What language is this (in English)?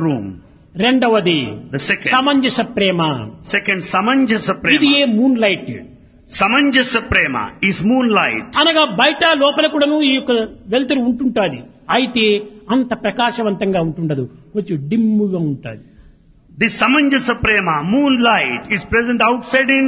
Telugu